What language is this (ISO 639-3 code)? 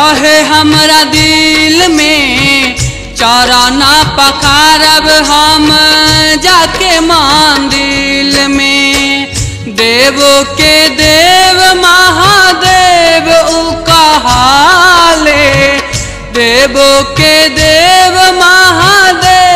bho